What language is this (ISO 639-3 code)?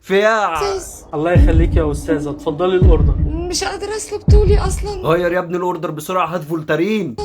arz